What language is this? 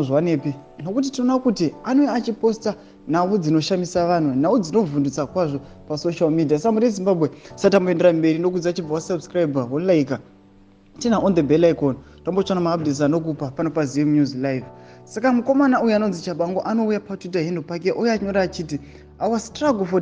Shona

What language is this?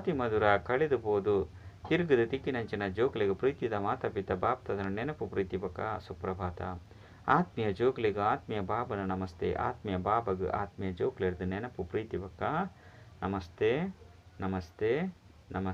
Tulu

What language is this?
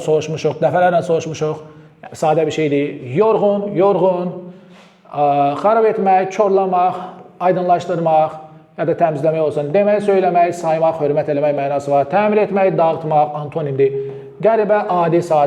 Azerbaijani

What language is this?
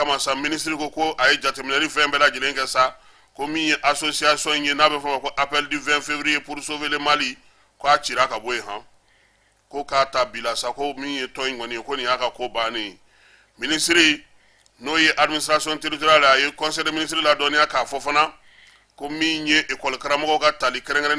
Bambara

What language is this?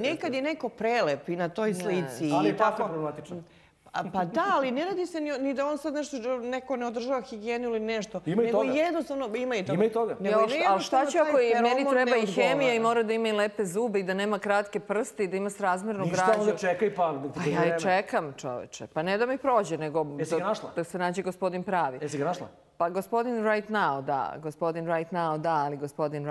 Serbian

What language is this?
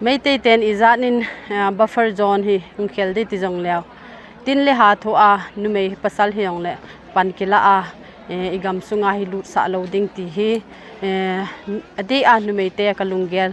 Paite Chin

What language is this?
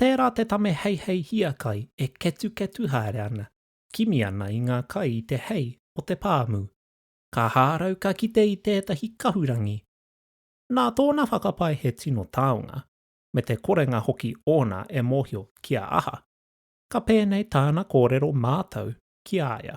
Māori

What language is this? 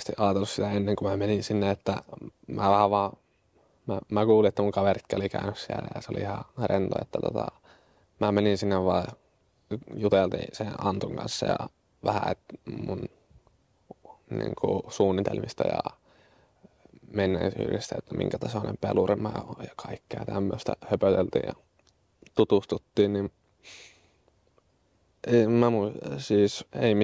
Finnish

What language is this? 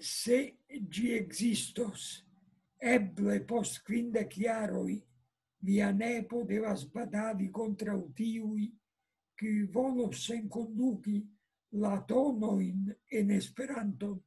Esperanto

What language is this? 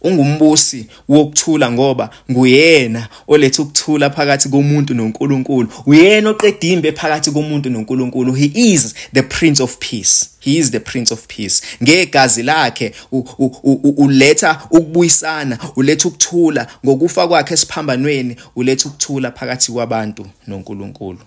Zulu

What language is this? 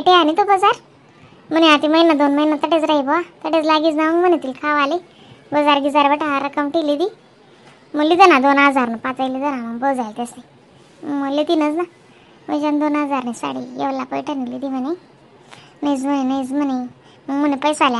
Khandesi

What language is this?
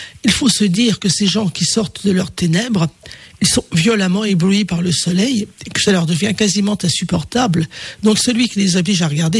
French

